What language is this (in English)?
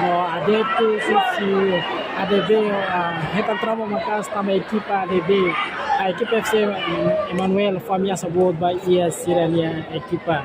Tetum